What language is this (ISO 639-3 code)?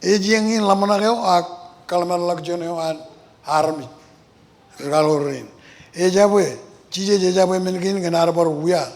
mah